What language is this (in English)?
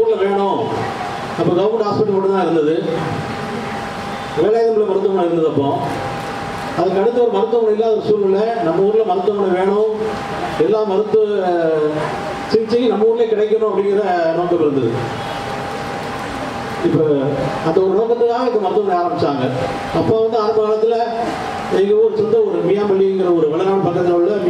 Tamil